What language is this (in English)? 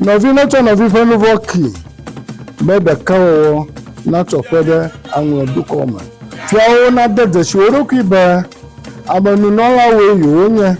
Ewe